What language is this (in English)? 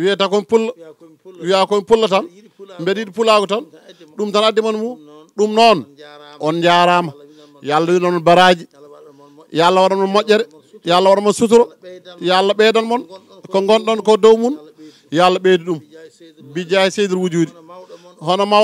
Fula